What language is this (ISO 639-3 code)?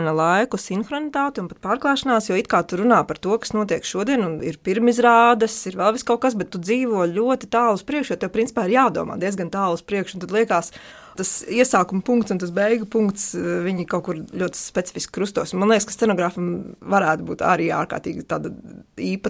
lav